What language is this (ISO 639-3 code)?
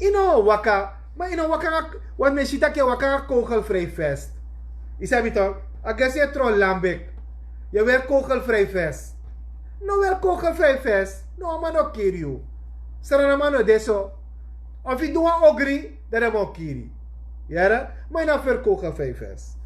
srn